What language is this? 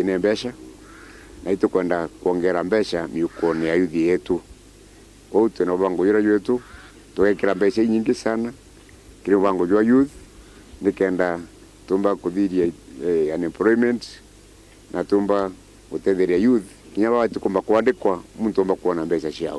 Meru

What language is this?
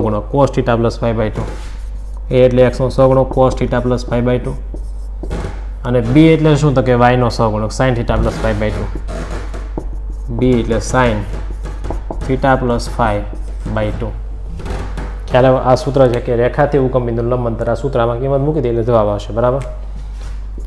Gujarati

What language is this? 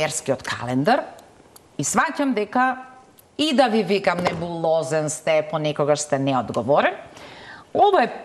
Macedonian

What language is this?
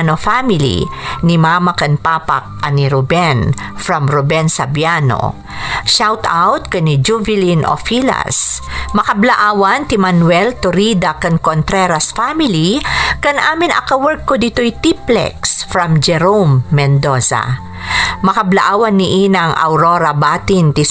Iloko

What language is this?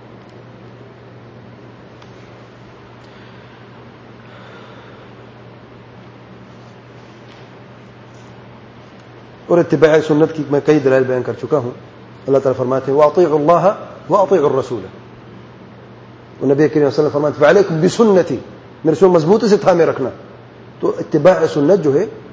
Urdu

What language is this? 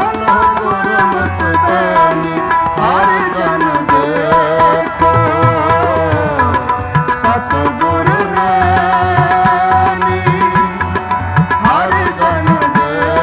Punjabi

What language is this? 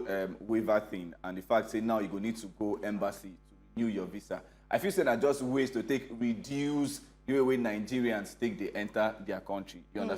Nigerian Pidgin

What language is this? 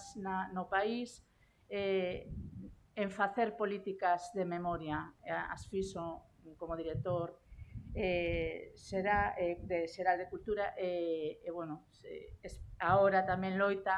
Galician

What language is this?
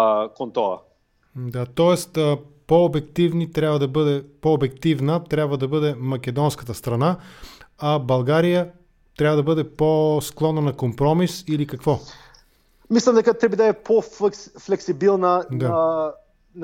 Macedonian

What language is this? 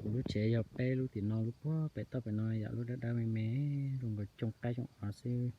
Hmong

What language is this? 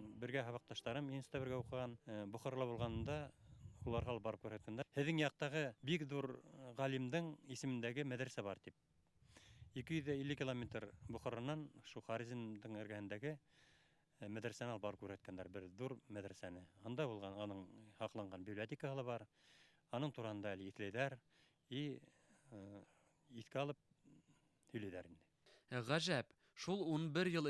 Bashkir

